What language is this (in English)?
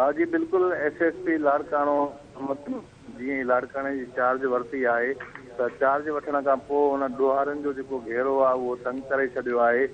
Sindhi